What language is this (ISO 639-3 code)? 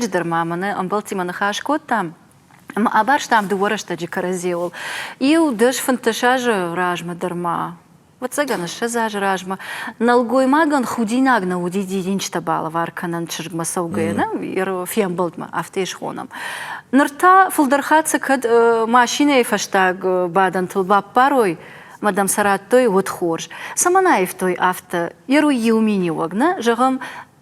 oss